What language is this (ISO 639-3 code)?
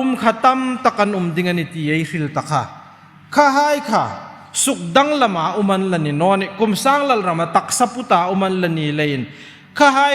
hmr